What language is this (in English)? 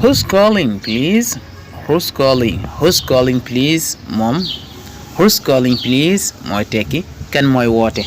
Wolof